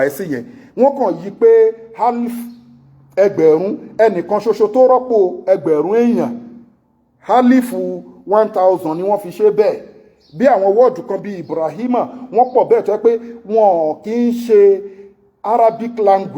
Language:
Yoruba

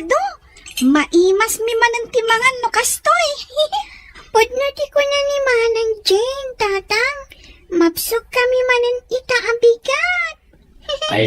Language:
Iloko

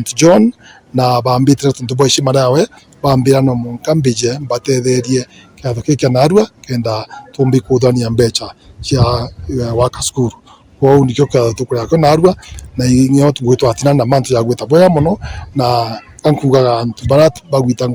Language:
Meru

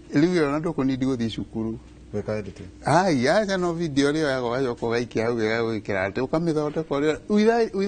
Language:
Kikuyu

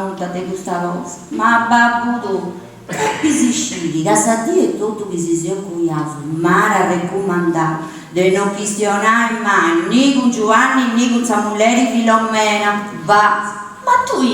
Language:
Sardinian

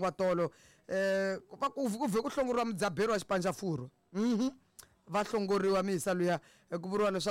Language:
Tsonga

